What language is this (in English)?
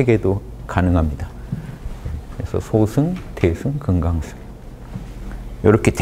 Korean